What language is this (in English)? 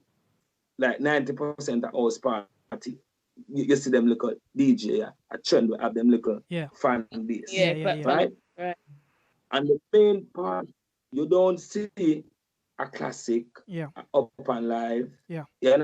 Jamaican Creole English